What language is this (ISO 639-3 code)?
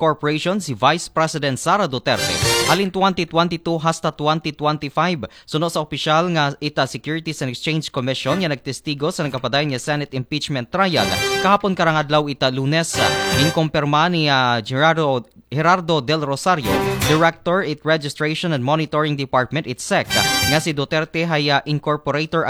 akl